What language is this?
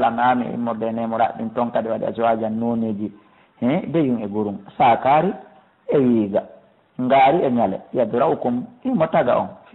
Fula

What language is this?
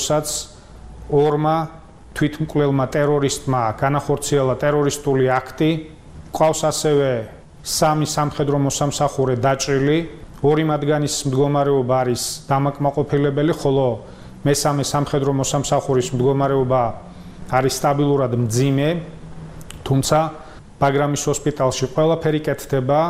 Georgian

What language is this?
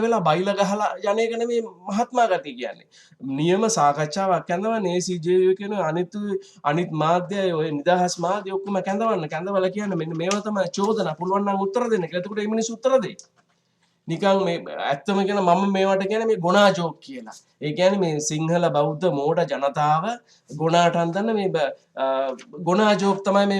Sinhala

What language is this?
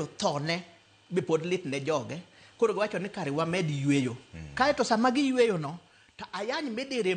Luo (Kenya and Tanzania)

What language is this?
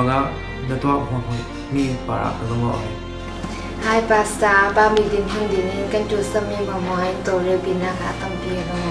Falam Chin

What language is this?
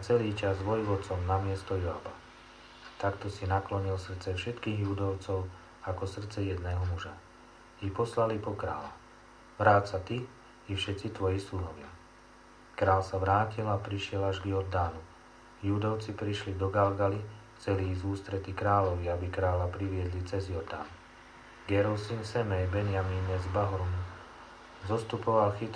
Slovak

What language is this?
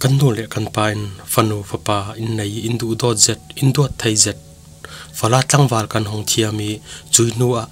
Falam Chin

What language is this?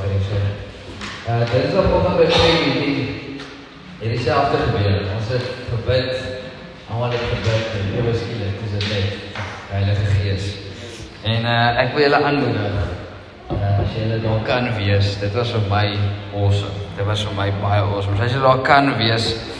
Afrikaans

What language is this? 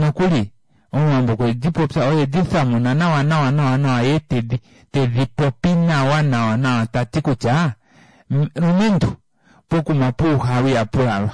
Kuanyama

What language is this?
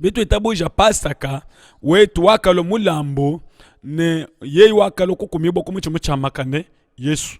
Luba-Lulua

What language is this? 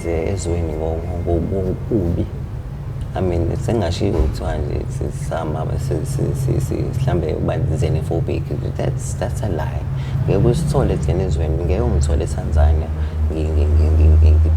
Zulu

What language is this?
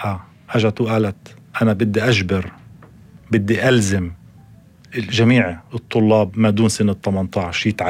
North Levantine Arabic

